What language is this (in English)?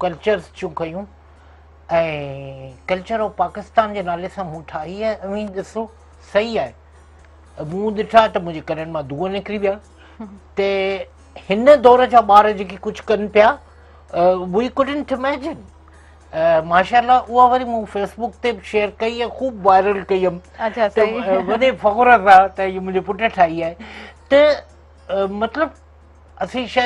Sindhi